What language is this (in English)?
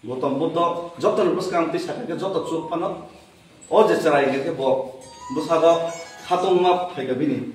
Kok Borok